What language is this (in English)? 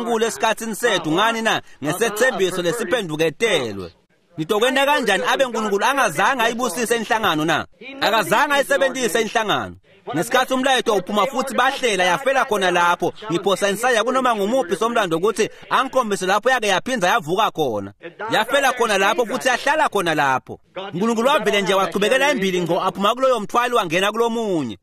Swati